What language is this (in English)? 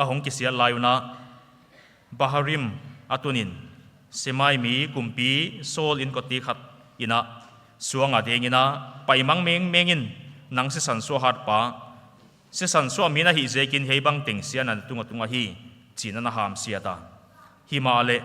Paite Chin